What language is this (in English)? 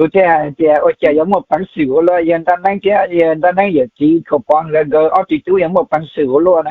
Hmong